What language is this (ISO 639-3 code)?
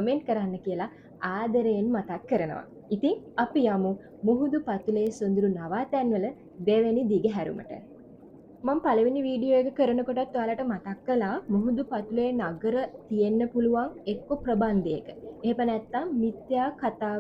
sin